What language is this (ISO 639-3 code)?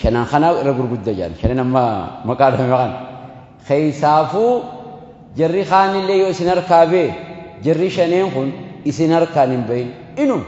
orm